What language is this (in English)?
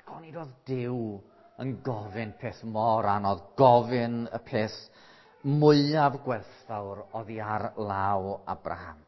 Welsh